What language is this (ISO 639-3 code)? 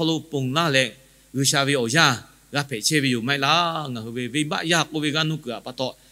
lhu